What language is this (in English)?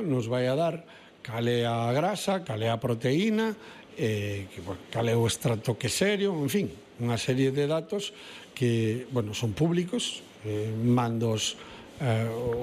Galician